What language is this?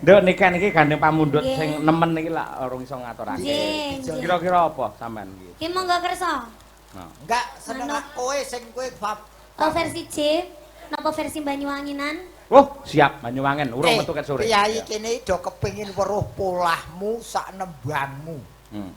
Javanese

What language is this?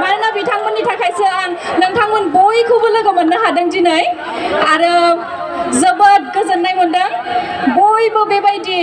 Bodo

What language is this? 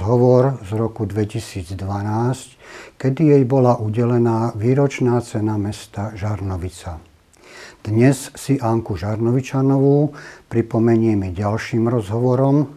Slovak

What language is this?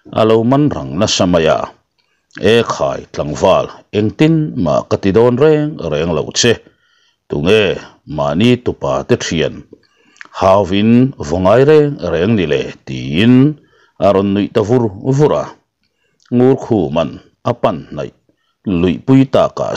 Mizo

